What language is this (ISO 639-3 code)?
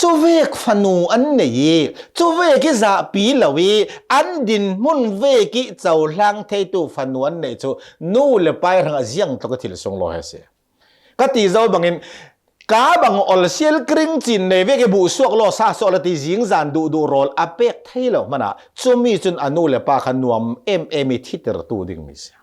cnh